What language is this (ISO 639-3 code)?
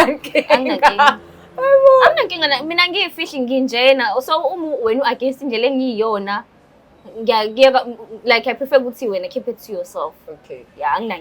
zul